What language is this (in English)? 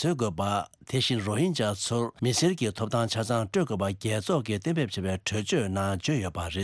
Tibetan